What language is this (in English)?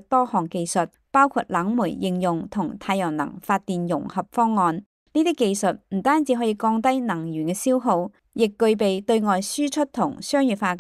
Cantonese